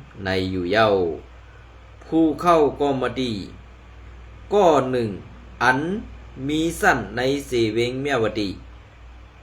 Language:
Shan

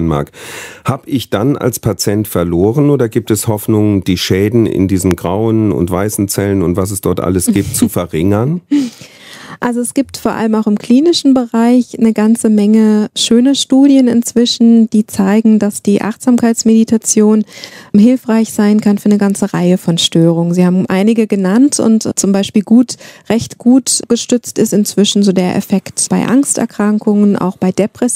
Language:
German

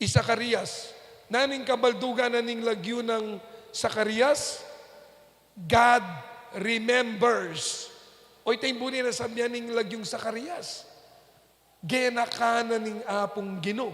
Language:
Pampanga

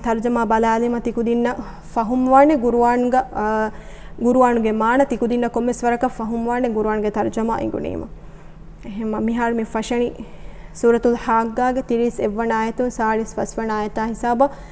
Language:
Divehi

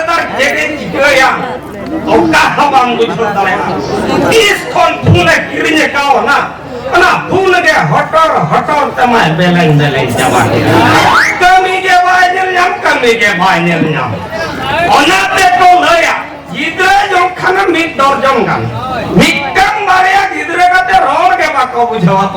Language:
Santali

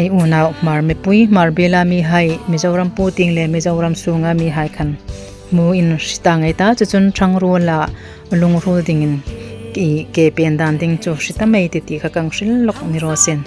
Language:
Hmar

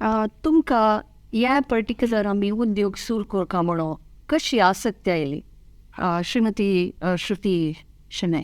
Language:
Konkani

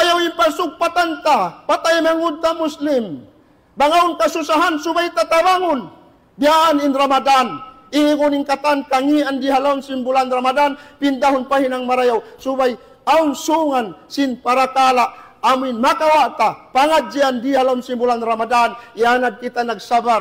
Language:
Tausug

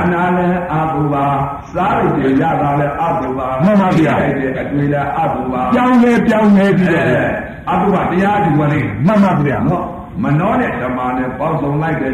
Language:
Burmese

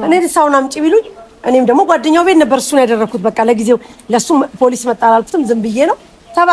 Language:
Amharic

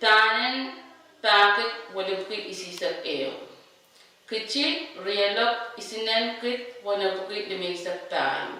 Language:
Pohnpeian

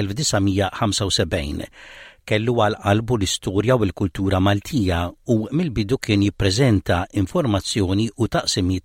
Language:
Maltese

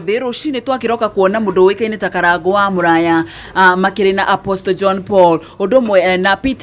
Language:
Kikuyu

